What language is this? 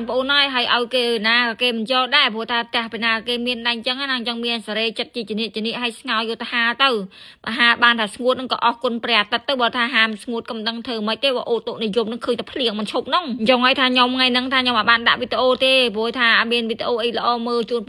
Khmer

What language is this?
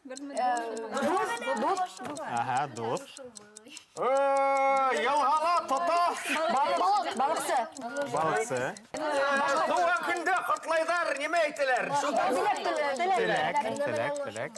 Bashkir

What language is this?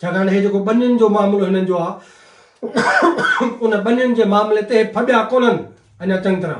Sindhi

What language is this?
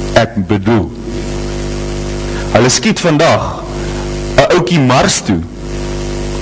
Afrikaans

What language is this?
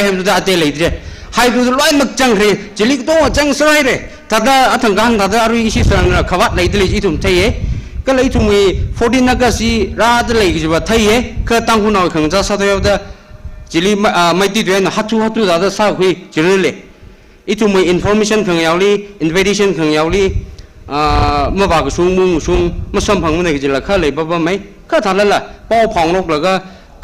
Tangkhul Naga (India)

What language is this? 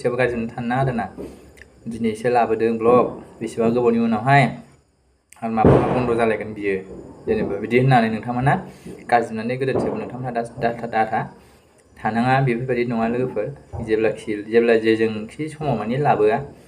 Bodo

